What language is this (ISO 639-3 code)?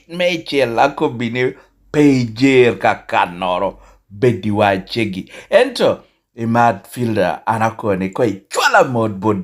laj